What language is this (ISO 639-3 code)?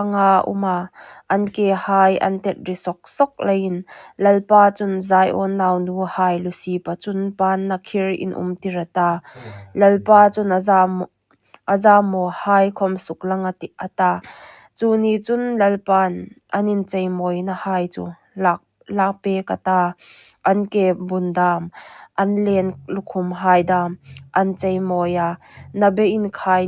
hmr